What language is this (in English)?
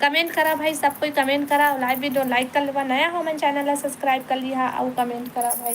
Chhattisgarhi